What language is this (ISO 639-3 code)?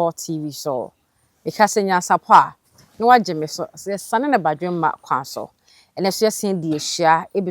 aka